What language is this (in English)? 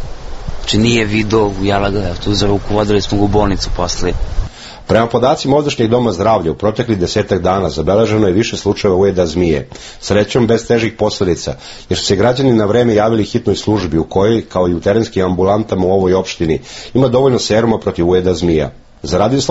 Serbian